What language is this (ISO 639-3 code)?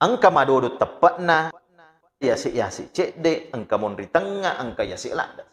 bug